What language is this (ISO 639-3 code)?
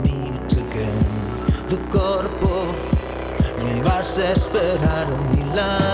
spa